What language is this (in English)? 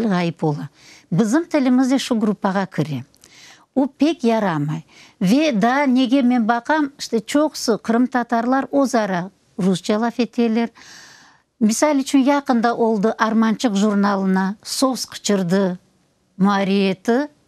Crimean Tatar